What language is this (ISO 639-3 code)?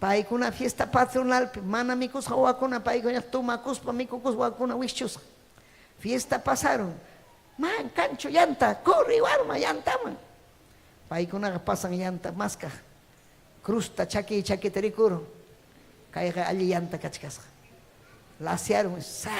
quy